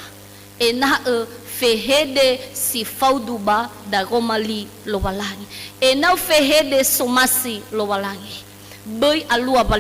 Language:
Nias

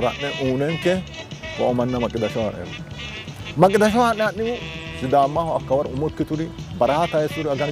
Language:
Sidamo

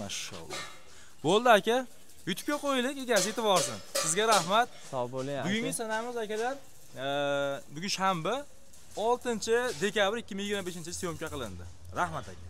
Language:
Uzbek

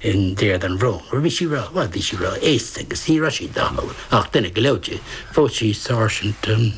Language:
Irish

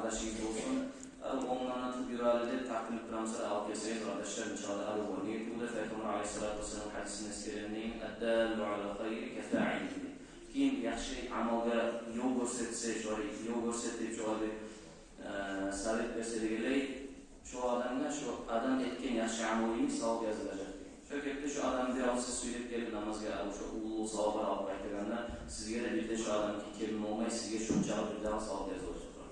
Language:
Kumyk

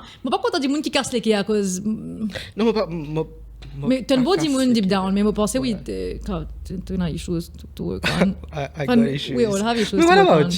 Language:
Morisyen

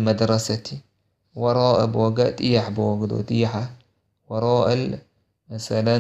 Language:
Chechen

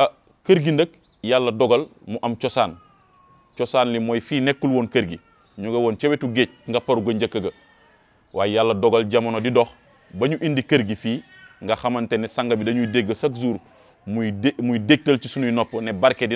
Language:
Wolof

